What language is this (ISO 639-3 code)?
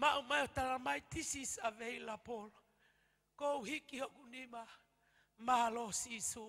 ton